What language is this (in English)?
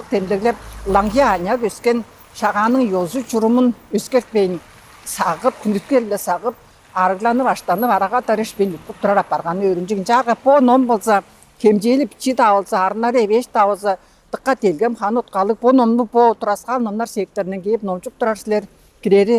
Tuvinian